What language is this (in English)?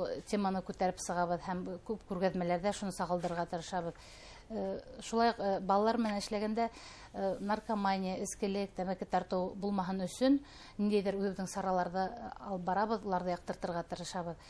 Bashkir